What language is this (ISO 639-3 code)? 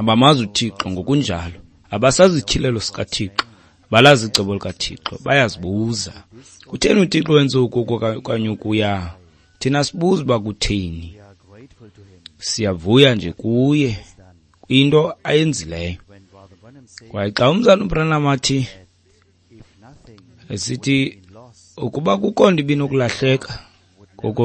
xho